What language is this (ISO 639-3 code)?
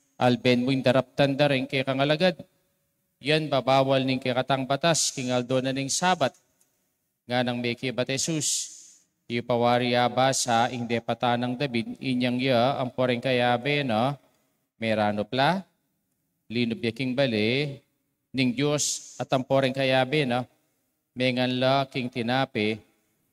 pam